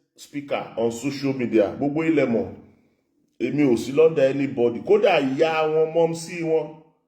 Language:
Yoruba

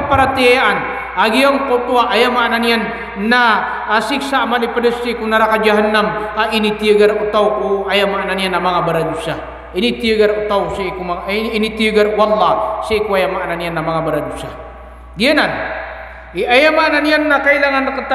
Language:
Maranao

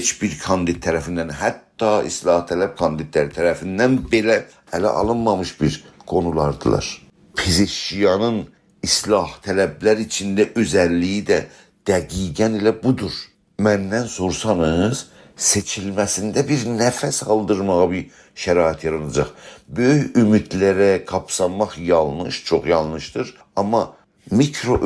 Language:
South Azerbaijani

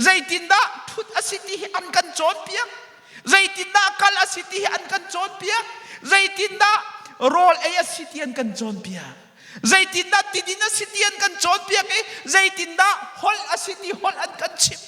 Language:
Hakha Chin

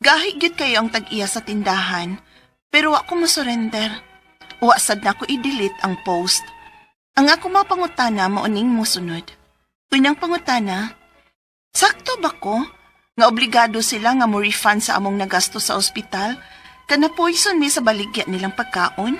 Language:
Cebuano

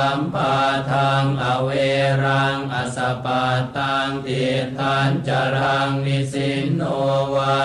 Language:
Pali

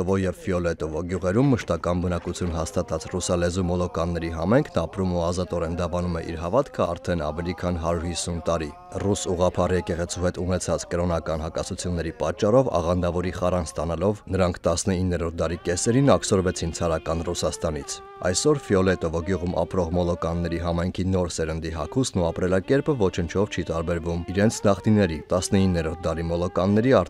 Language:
Armenian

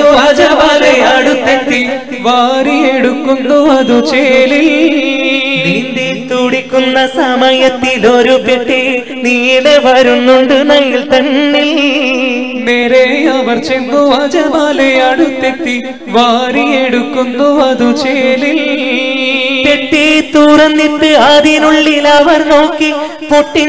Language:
Malayalam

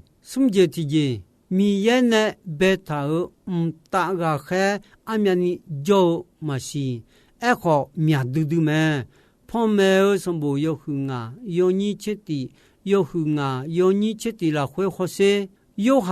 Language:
Akha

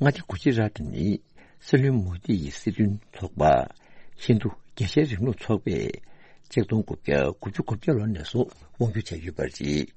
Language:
Tibetan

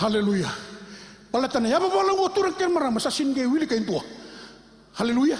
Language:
Fijian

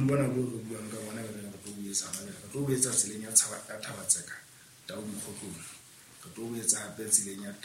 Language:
Southern Sotho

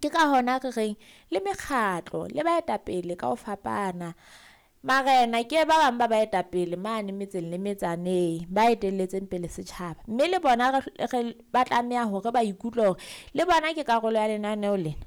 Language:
Southern Sotho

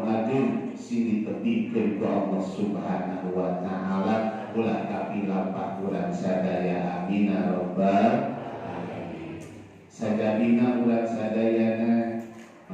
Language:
Sundanese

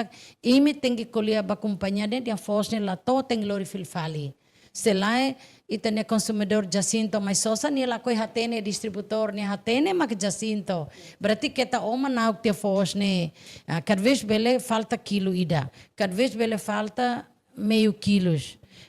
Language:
Tetum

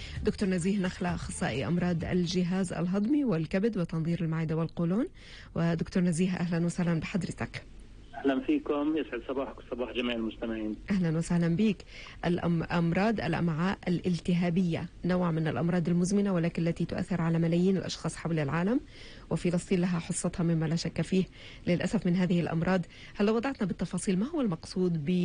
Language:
North Levantine Arabic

